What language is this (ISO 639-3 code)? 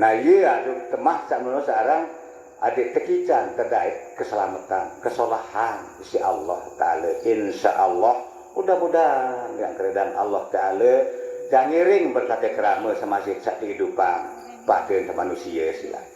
sas